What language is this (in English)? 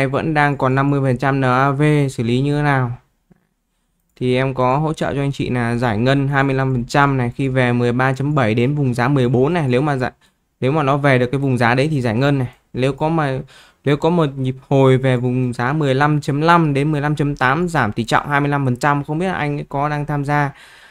Vietnamese